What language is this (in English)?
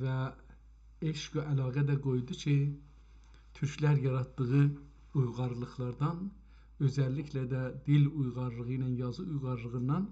South Azerbaijani